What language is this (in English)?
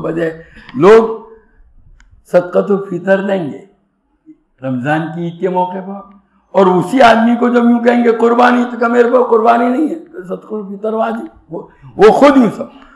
Urdu